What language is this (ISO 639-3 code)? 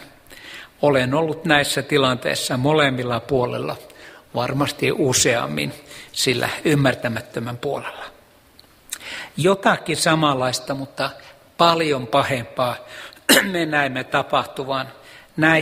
fin